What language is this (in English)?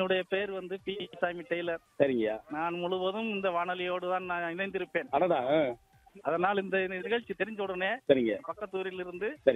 Tamil